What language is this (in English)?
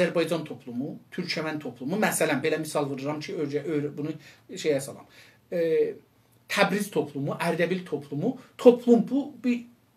South Azerbaijani